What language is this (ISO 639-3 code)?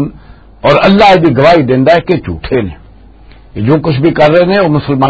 lah